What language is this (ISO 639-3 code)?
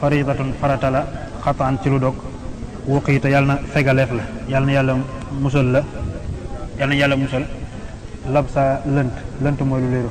wol